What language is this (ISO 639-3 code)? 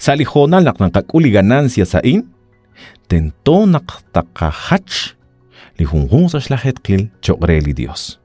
kek